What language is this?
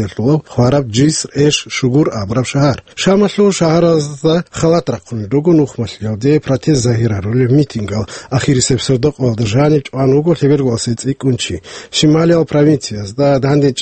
Avaric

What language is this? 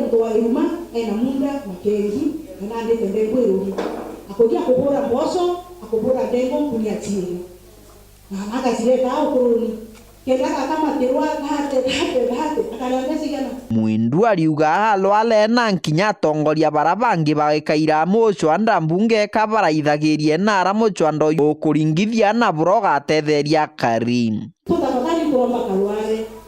Meru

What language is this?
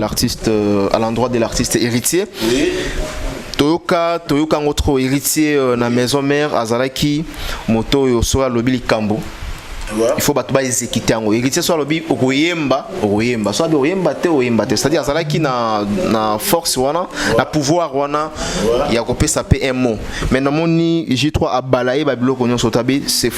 Lingala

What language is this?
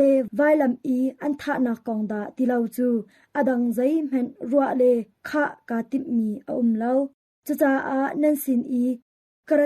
Hakha Chin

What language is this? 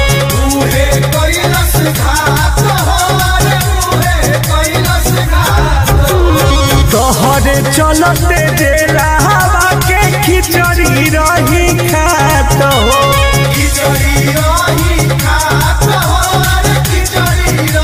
Bhojpuri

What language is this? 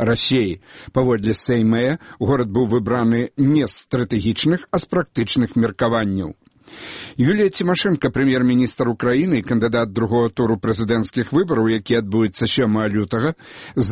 Belarusian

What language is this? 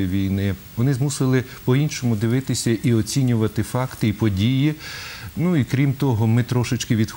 Ukrainian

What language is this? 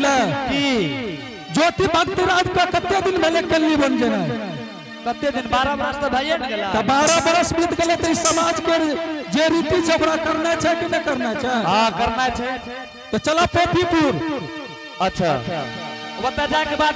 Angika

